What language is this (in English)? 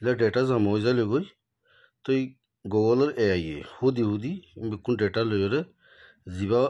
Rohingya